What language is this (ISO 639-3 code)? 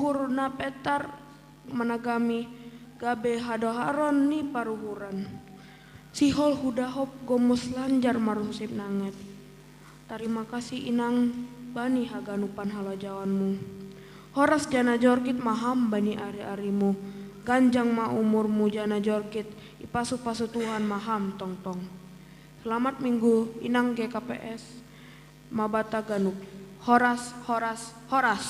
bts